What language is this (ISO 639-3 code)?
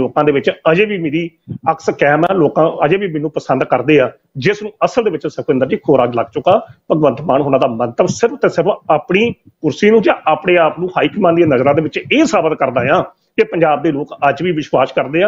pan